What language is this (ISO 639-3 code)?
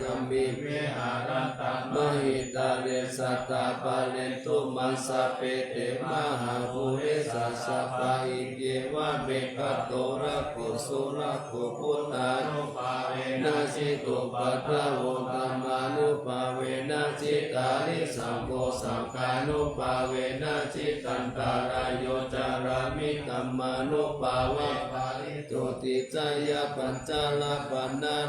pli